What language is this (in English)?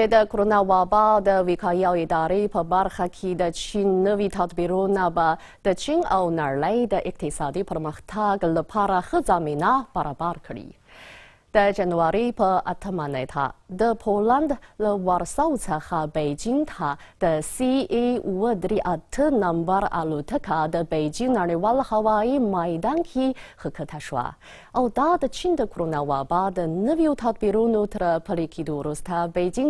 Pashto